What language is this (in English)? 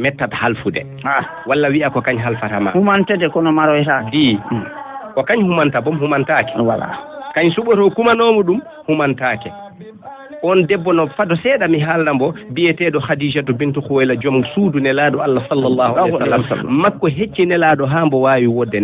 Fula